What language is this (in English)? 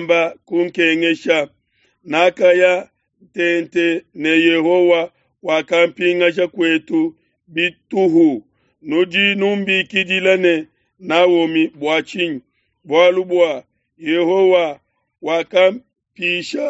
Luba-Lulua